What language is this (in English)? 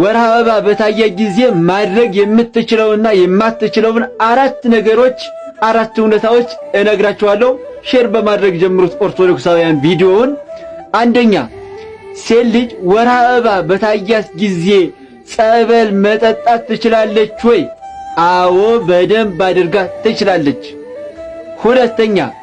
Amharic